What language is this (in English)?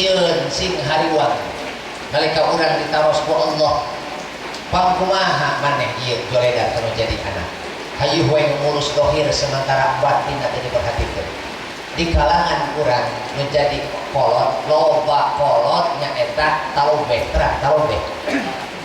Sundanese